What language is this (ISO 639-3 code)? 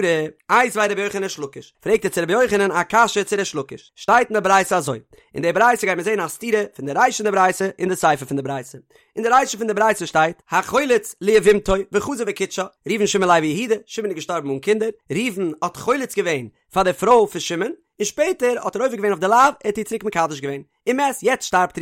yid